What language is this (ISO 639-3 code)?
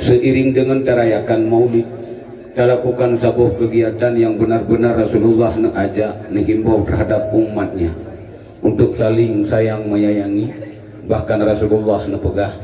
ace